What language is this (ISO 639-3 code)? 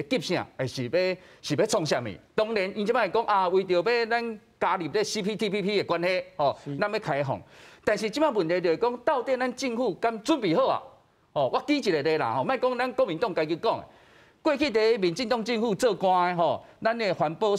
nan